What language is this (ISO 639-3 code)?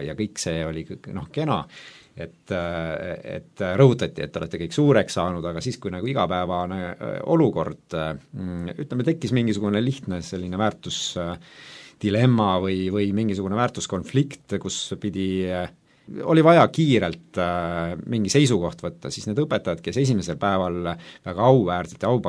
est